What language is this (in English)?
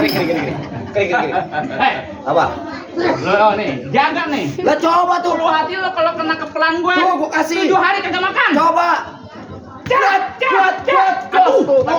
Betawi